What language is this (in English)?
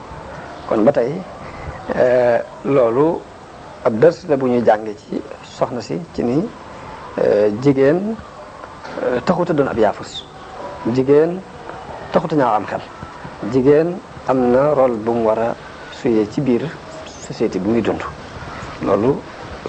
Wolof